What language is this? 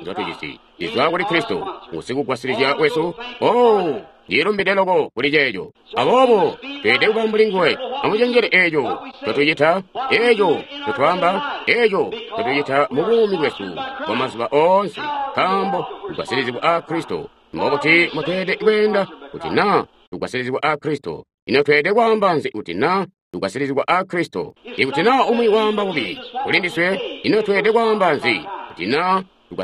Tonga (Zambia)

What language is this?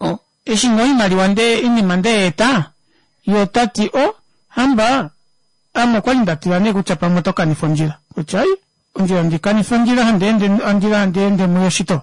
Kuanyama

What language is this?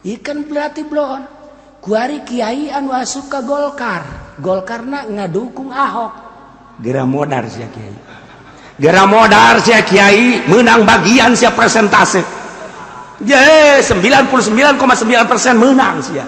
Sundanese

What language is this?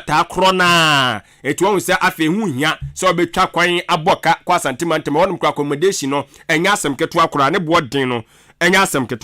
Akan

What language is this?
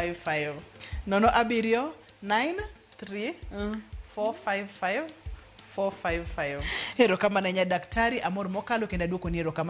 Luo (Kenya and Tanzania)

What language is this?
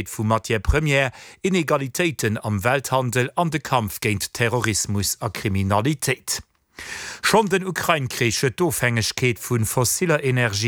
Luxembourgish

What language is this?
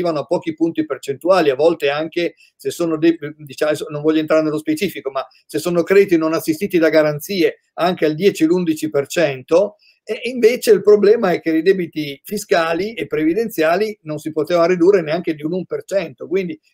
Italian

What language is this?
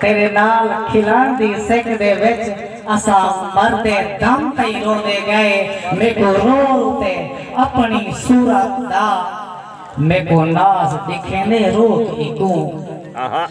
Saraiki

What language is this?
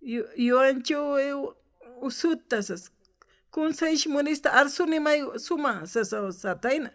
Aymara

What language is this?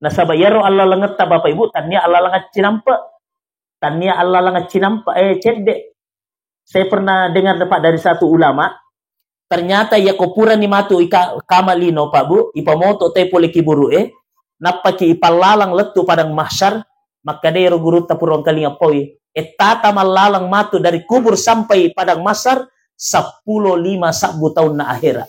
Buginese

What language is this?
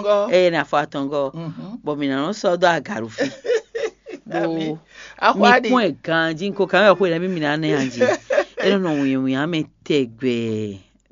Fon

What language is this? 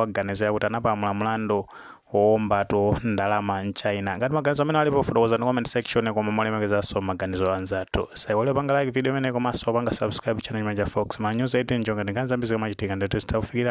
Nyanja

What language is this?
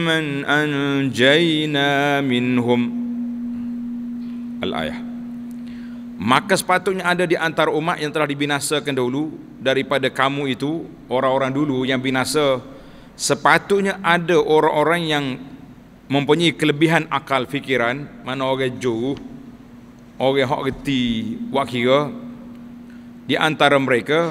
Malay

